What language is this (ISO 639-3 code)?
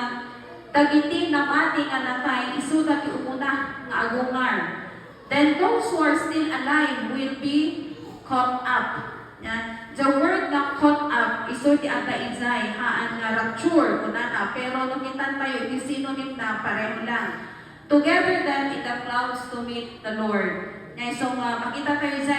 ilo